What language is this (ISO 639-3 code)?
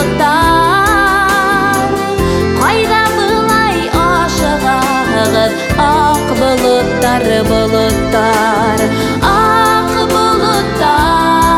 kaz